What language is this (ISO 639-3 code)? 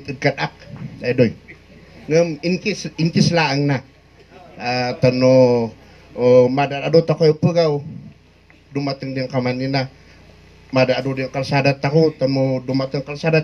kne